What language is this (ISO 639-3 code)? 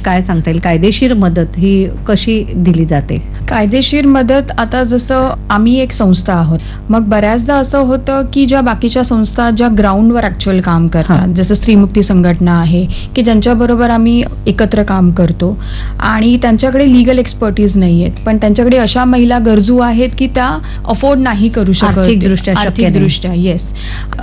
mar